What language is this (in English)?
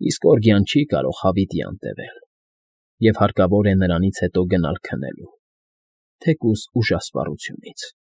Armenian